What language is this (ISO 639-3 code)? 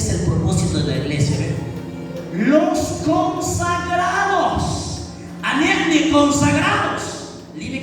kek